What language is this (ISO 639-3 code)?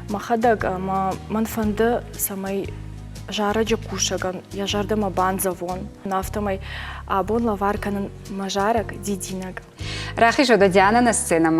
oss